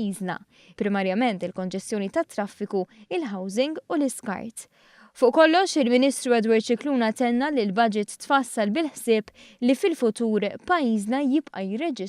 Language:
Maltese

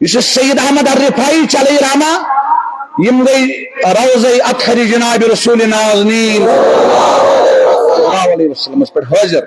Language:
Kashmiri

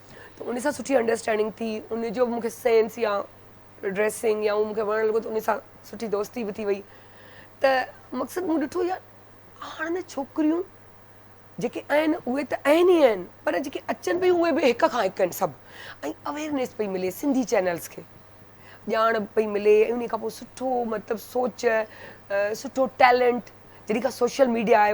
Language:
Sindhi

